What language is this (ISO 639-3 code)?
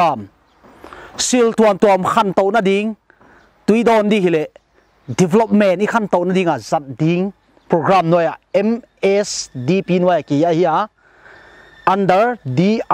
pck